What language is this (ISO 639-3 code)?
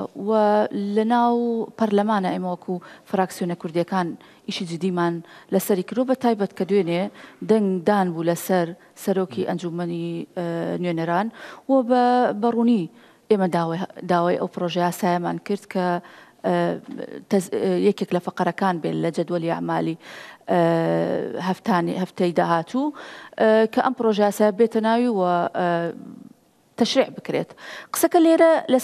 ckb